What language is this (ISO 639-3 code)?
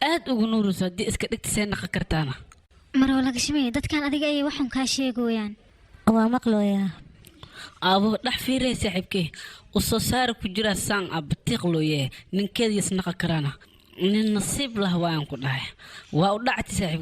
som